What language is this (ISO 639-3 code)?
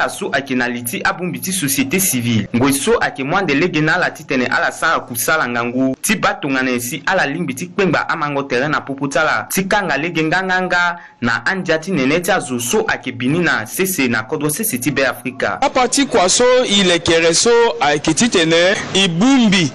sag